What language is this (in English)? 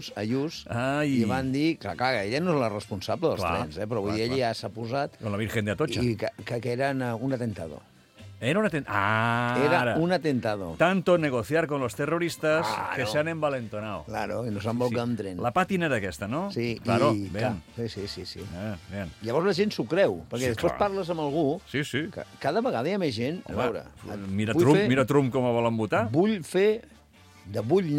Catalan